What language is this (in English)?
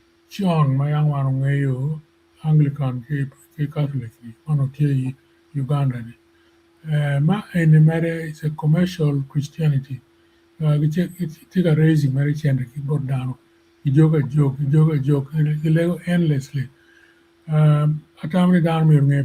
Acoli